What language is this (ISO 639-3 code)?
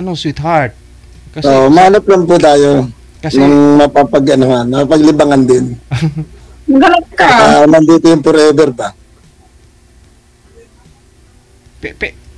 fil